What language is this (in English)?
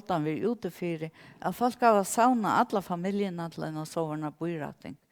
Faroese